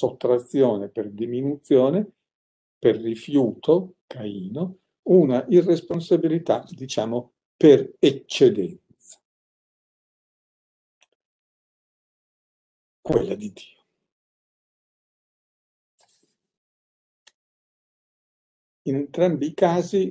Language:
Italian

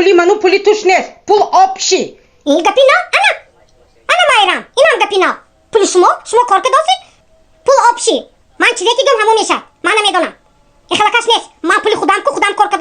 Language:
Tajik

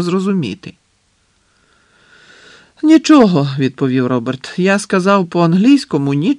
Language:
Ukrainian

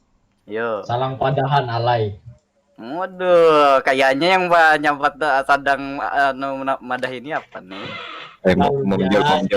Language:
Banjar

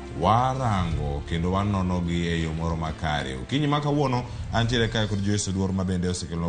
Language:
Luo (Kenya and Tanzania)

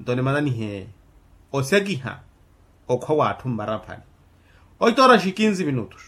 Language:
Makhuwa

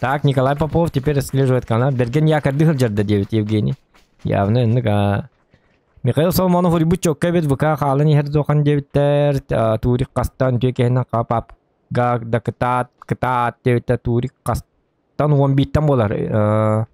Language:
Yakut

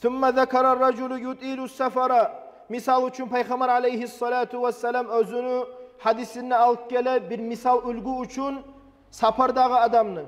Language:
Kumyk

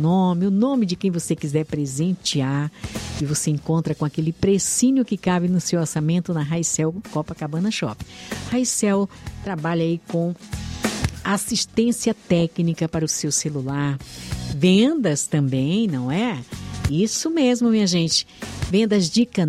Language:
Portuguese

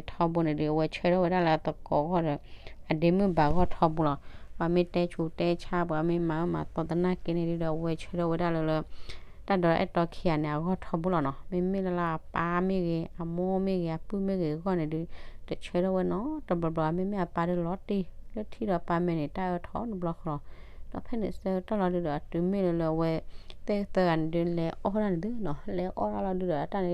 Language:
S'gaw Karen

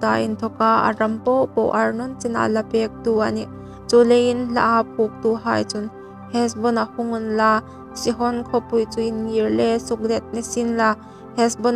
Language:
Hmar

